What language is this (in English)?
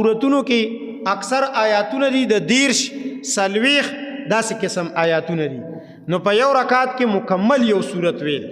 Pashto